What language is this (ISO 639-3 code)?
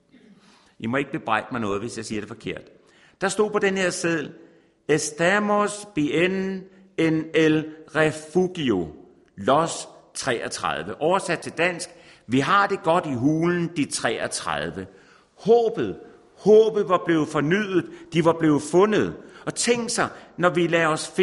dan